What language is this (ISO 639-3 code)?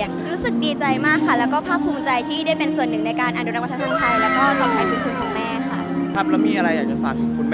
tha